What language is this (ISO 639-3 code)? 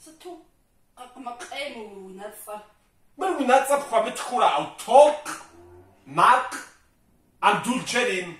kbd